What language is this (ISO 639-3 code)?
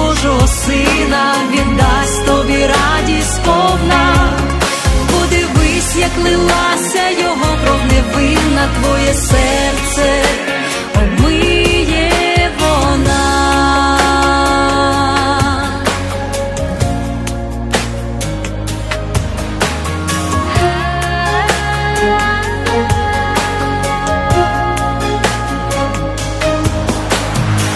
ukr